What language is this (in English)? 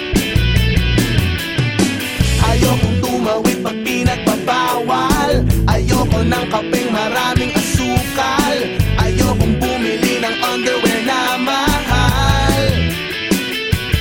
Filipino